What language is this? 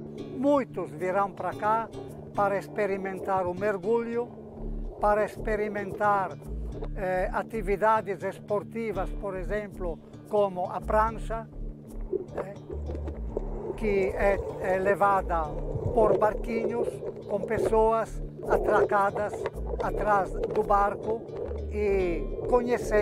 Portuguese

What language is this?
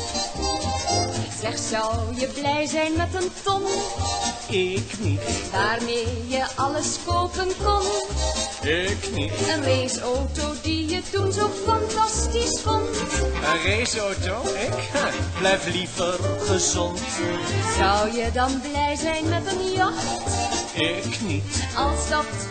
Dutch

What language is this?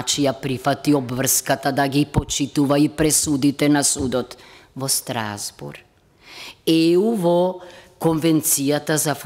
Macedonian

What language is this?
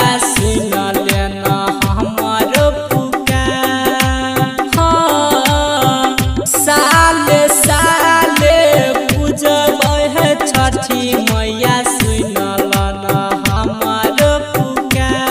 Maithili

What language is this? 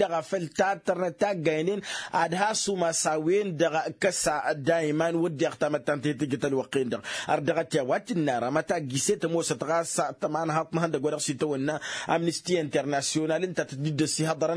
Tamasheq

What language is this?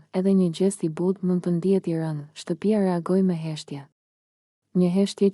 Albanian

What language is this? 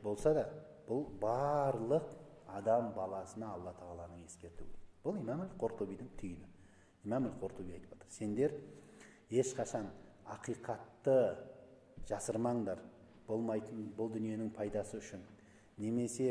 Kazakh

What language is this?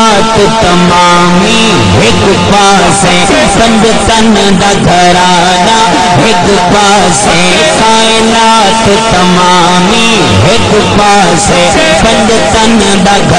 Saraiki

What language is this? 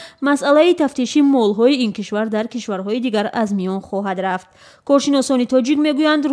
Tajik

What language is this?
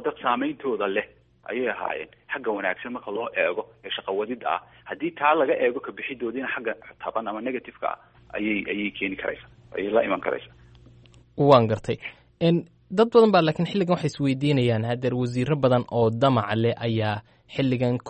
Somali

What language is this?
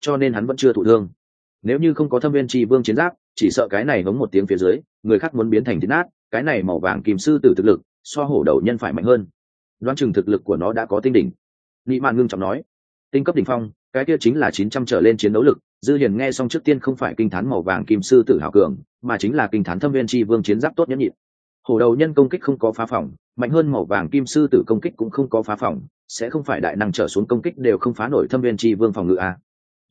Vietnamese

